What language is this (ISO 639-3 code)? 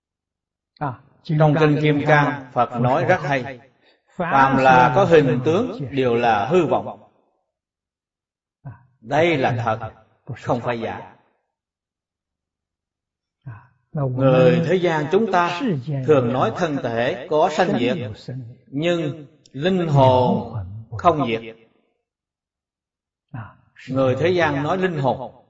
vie